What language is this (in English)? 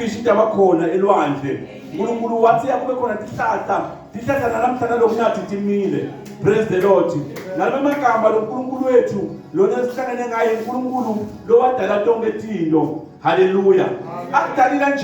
Zulu